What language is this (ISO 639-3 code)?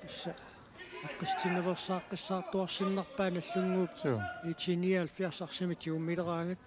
kal